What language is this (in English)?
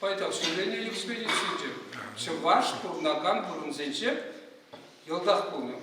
Chuvash